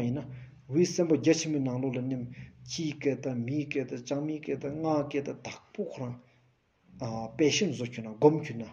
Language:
Stod Bhoti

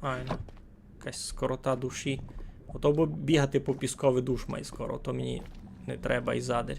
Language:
Rusyn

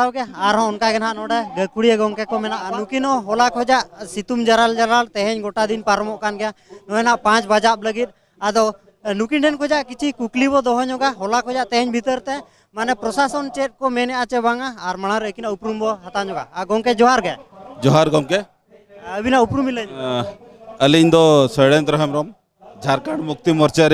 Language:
Santali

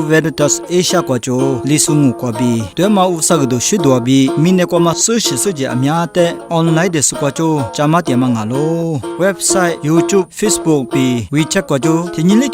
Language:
Lisu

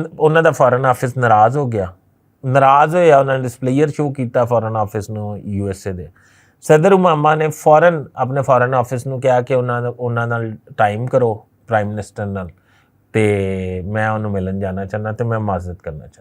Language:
Western Panjabi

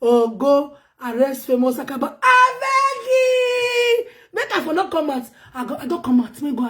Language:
Nigerian Pidgin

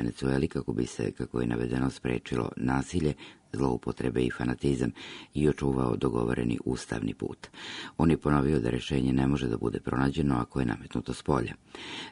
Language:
Serbian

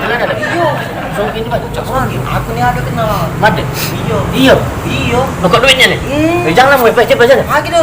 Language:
Musi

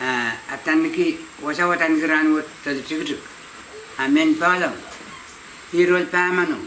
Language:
Pohnpeian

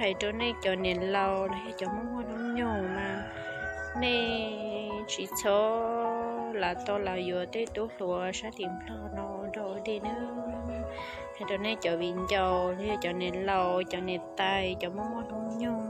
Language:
Hmong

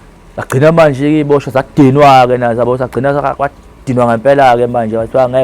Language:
Zulu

